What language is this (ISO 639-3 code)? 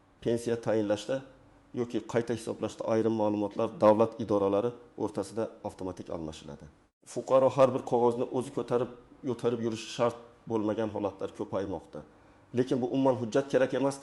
uzb